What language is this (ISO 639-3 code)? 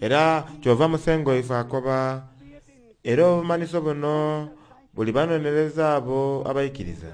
xog